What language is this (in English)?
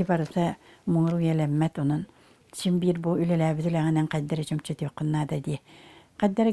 Yakut